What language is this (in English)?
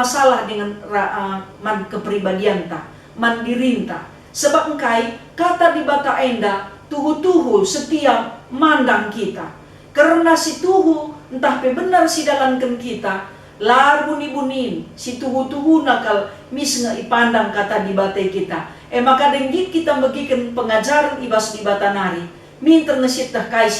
Batak Karo